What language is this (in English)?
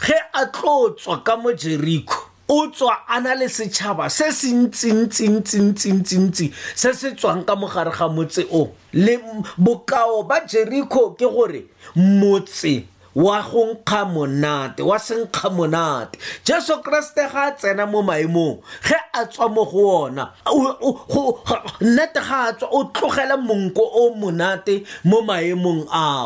Tswana